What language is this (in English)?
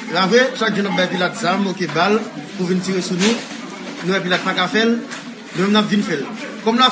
Haitian Creole